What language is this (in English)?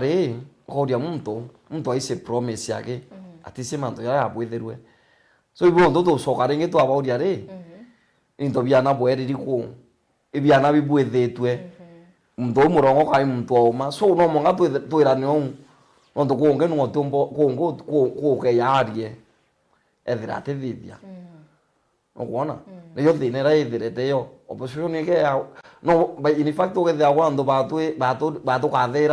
Meru